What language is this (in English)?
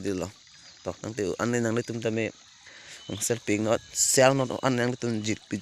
Karbi